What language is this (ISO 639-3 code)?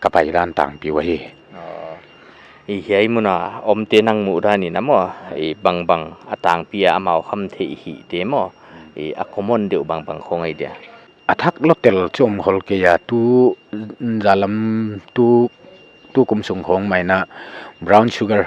pck